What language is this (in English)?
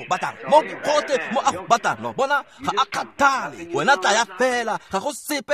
Tswana